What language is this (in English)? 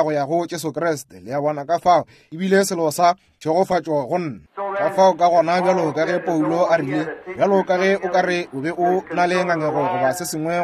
Northern Sotho